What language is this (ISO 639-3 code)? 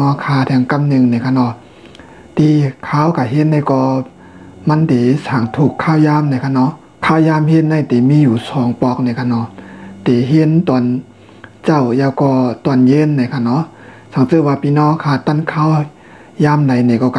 shn